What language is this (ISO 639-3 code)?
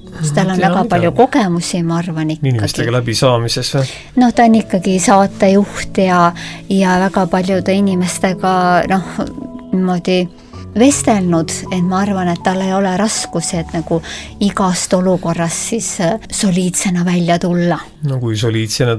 est